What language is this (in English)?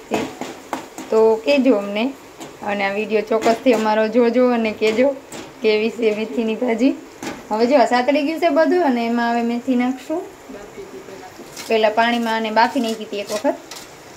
Gujarati